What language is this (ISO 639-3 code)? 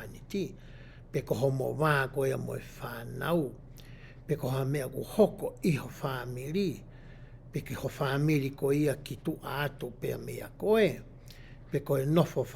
ton